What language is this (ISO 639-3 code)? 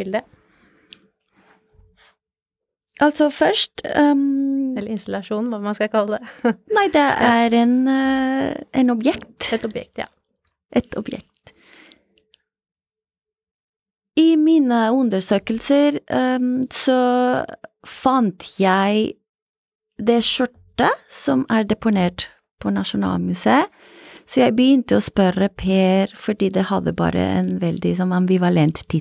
nor